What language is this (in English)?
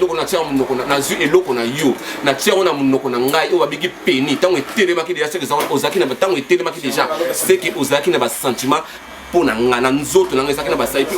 Lingala